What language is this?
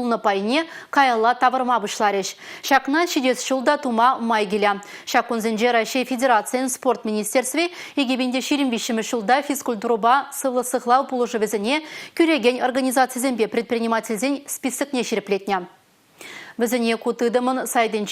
Chuvash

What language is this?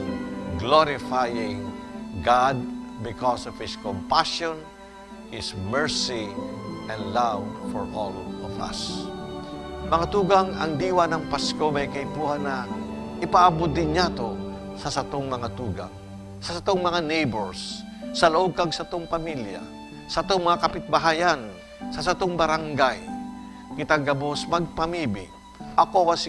Bikol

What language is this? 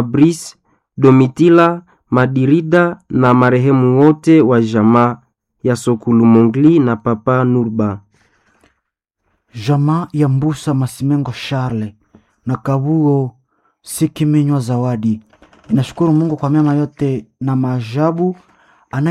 Swahili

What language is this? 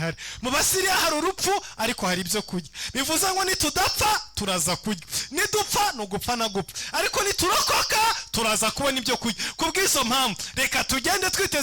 Kinyarwanda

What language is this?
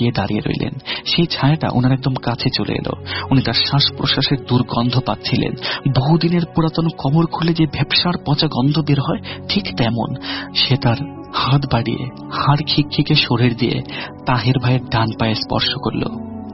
Bangla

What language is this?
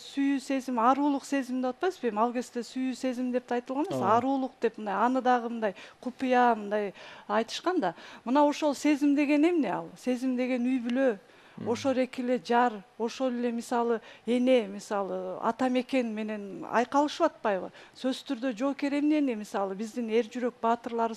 Kyrgyz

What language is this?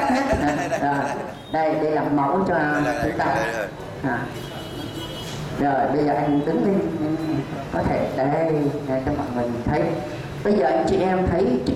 Vietnamese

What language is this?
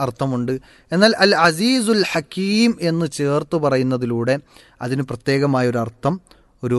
Malayalam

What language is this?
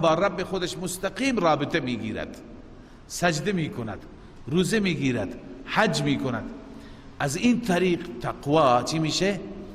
Persian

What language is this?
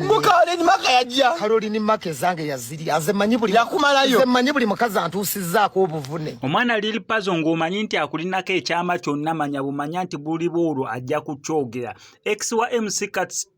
Ganda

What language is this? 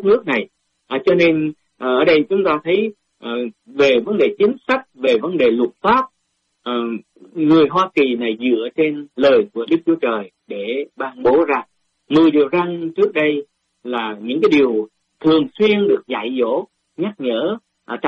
Vietnamese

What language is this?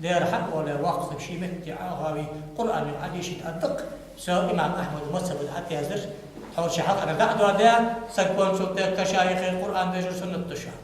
Ingush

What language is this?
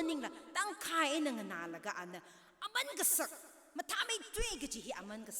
Tangkhul Naga (India)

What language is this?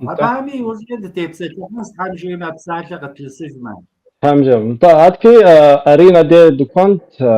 Kabardian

